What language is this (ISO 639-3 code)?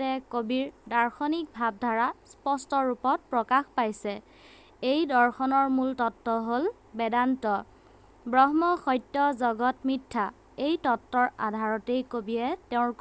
asm